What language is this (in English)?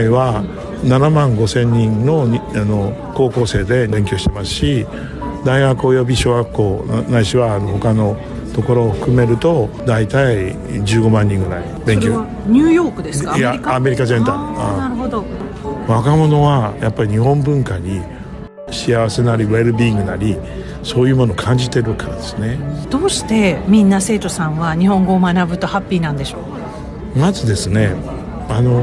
Japanese